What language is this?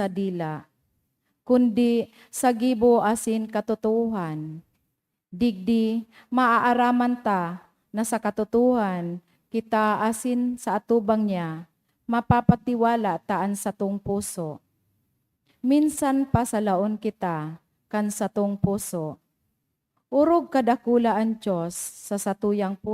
Bikol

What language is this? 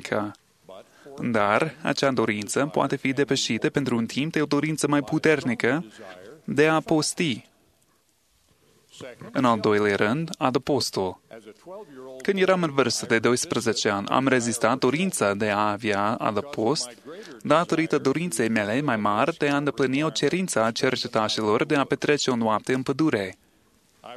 Romanian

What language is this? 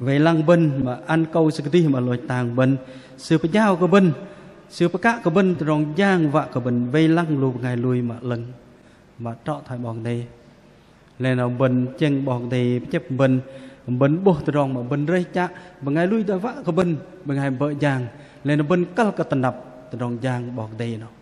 Bahnar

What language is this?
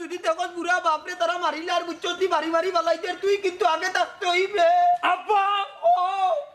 Sylheti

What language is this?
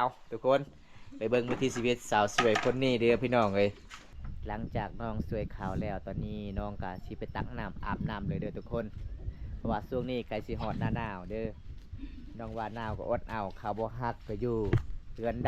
Lao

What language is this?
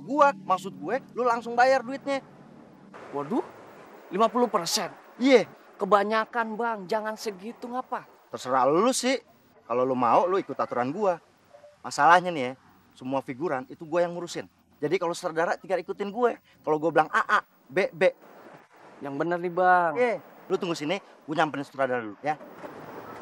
Betawi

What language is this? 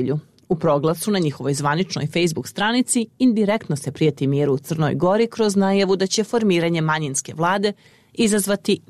Serbian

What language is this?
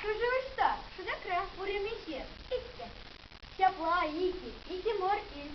Chuvash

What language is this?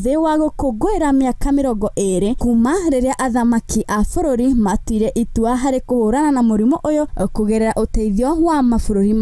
Kikuyu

